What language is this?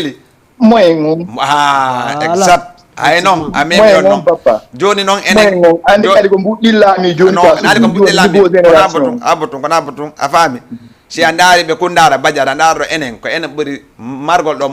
Fula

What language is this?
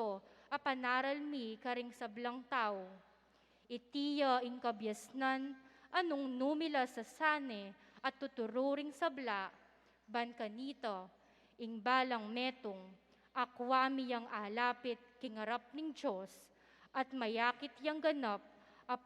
Pampanga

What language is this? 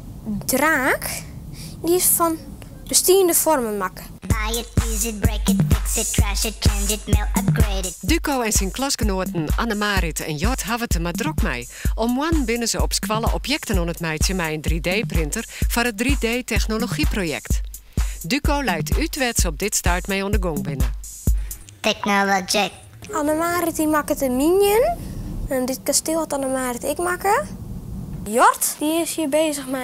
Western Frisian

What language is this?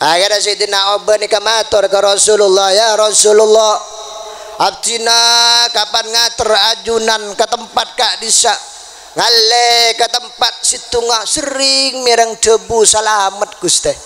Madurese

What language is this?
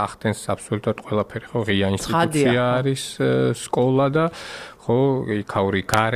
Georgian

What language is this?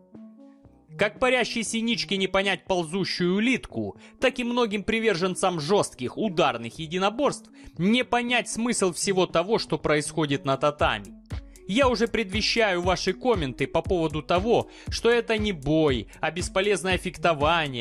Russian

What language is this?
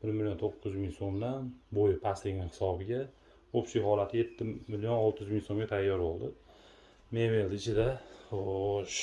Uzbek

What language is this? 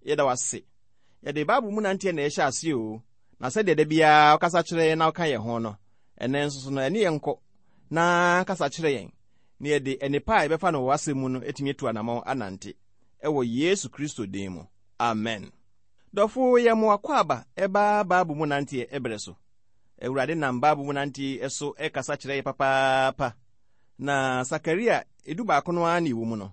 Akan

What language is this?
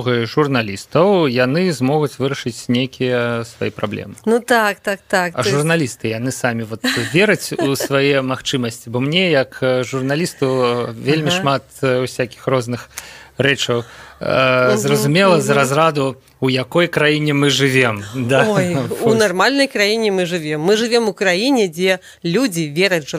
Belarusian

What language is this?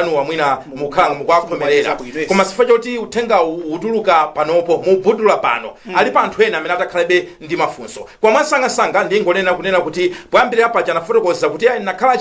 Nyanja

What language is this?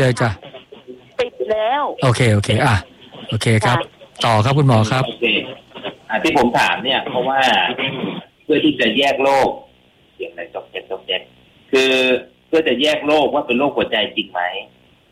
Thai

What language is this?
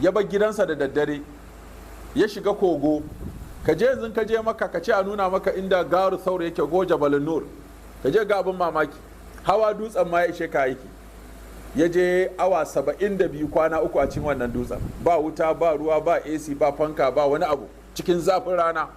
Hausa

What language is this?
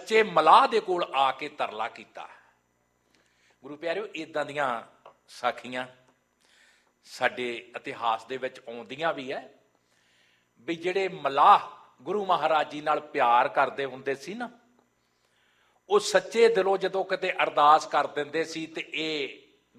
Punjabi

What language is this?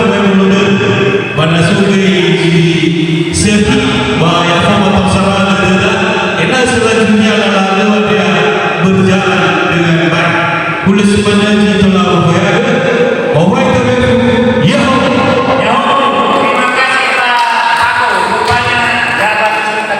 Nias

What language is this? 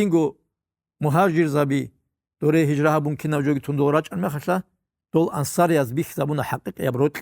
Avaric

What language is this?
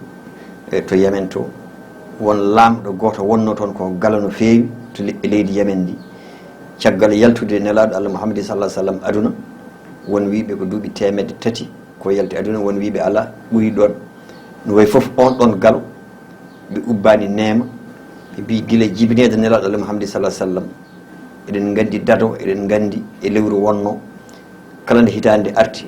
Fula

